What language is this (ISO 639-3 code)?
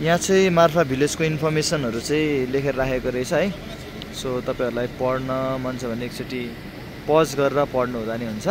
nep